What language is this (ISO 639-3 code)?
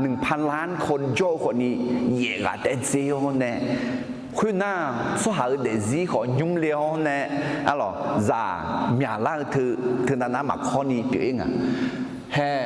ahk